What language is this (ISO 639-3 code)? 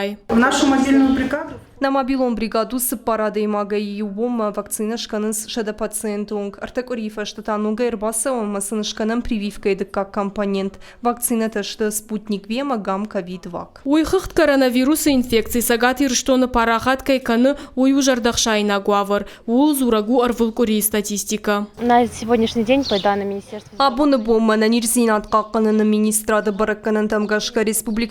oss